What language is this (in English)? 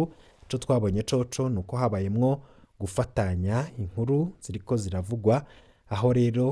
Rundi